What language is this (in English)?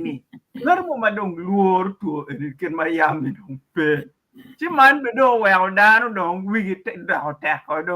Acoli